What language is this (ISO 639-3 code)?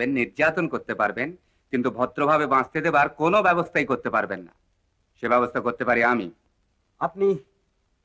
ben